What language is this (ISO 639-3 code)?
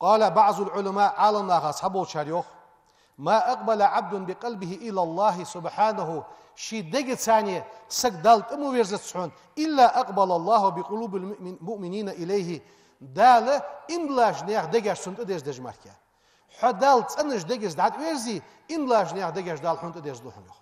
inh